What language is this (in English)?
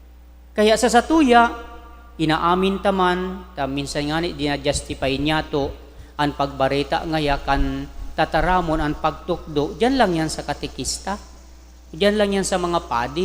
Bikol